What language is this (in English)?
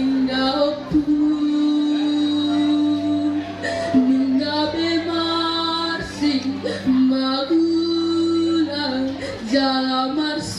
Batak Toba